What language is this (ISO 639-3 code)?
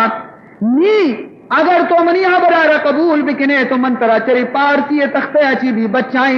bal